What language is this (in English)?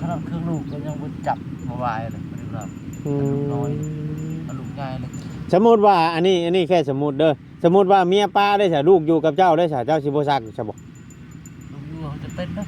Northeastern Thai